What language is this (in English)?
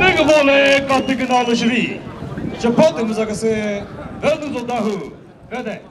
Chokri Naga